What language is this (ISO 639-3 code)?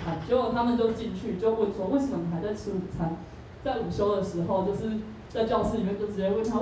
zho